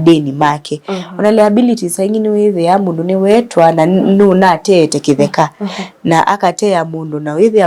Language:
Kamba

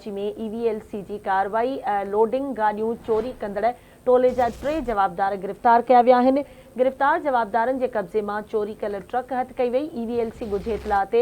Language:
Sindhi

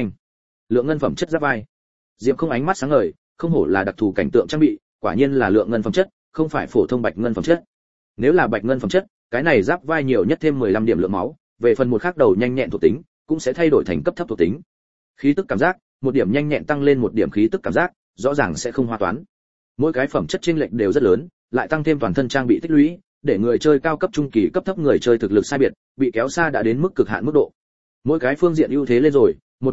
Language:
Vietnamese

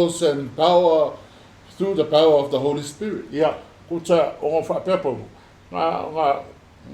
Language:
Samoan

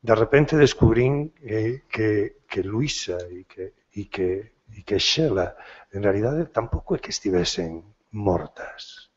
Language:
Galician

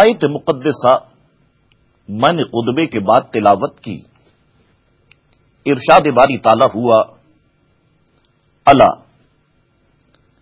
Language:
Urdu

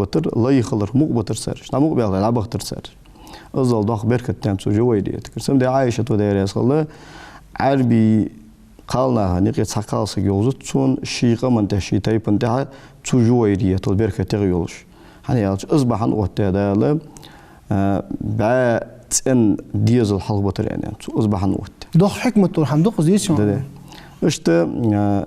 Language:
Ingush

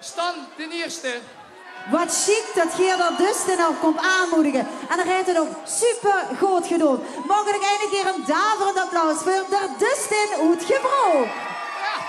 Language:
Limburgish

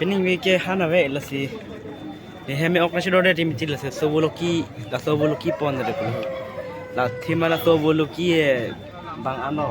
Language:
Karbi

